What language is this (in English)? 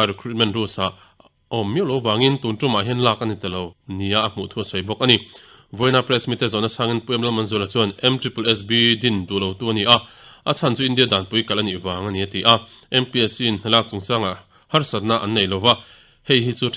Mizo